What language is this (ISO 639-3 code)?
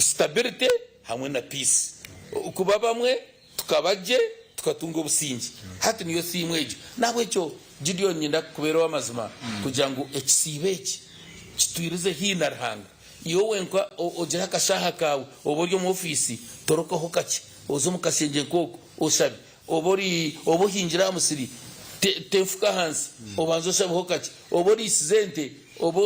nyn